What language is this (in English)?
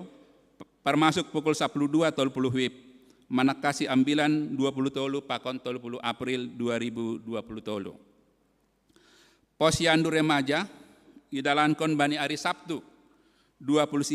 Batak Simalungun